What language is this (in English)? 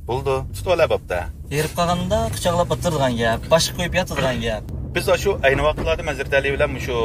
Uyghur